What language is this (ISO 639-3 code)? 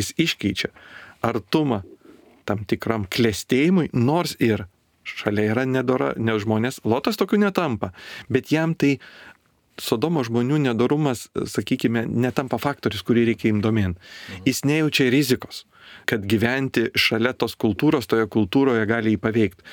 lit